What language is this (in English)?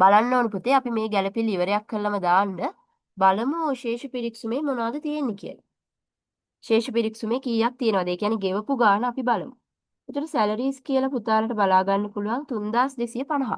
Sinhala